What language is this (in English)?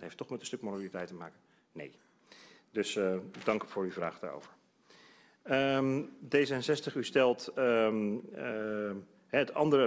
Dutch